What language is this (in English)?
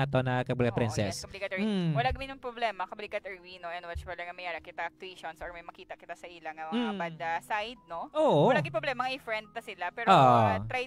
Hiligaynon